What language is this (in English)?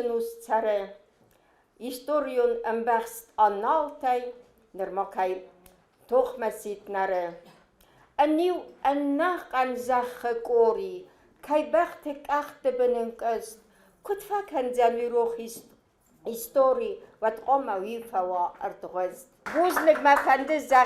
Ossetic